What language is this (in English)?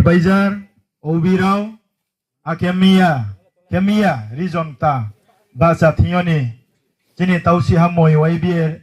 Riang (India)